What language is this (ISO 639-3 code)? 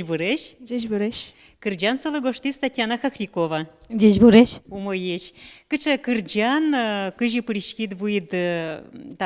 udm